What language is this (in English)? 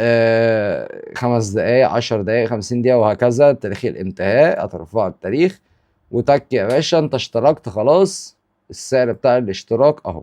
Egyptian Arabic